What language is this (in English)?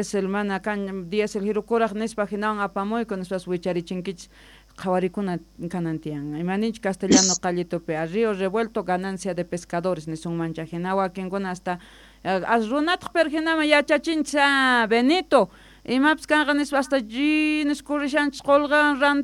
South Bolivian Quechua